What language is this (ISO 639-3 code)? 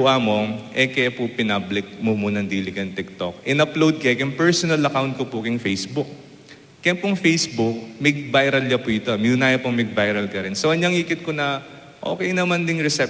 pam